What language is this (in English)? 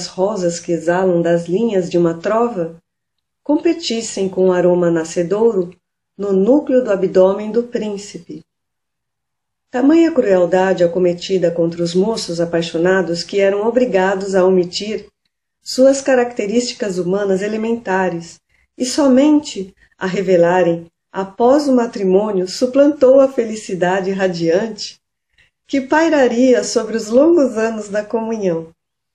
Portuguese